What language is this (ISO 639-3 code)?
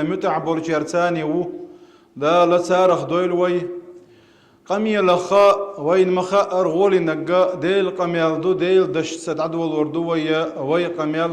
che